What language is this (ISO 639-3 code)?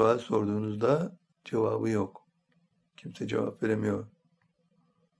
tur